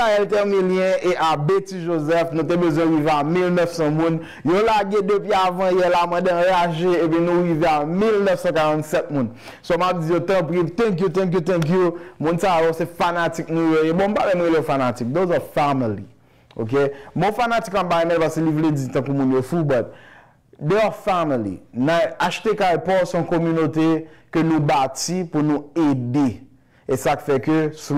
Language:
Haitian Creole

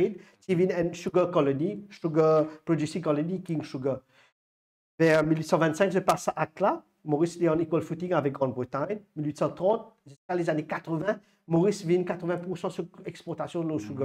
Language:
Morisyen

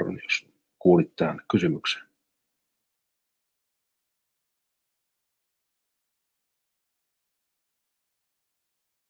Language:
Finnish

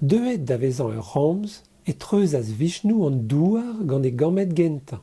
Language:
Breton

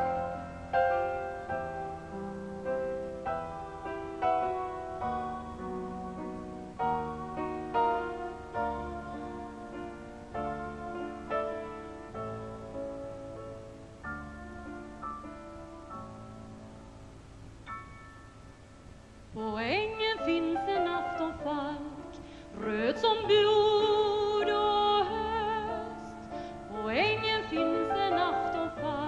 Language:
Swedish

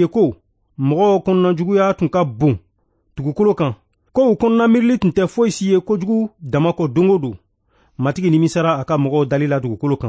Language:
Bambara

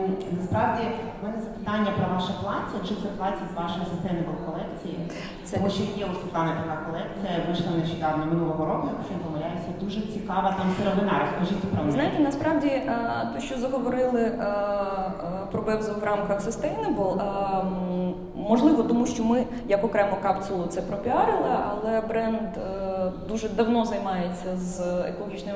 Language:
Ukrainian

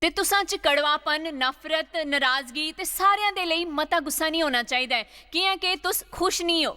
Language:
Dogri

